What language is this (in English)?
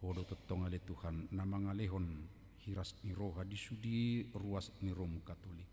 Batak Toba